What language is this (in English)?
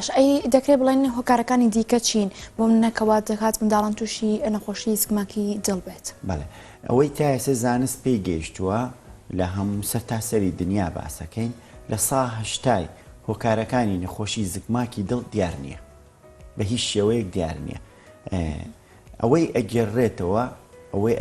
Central Kurdish